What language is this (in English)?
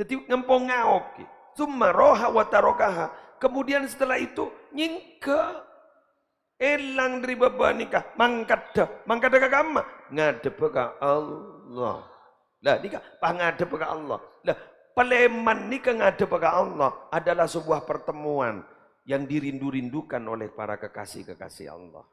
Madurese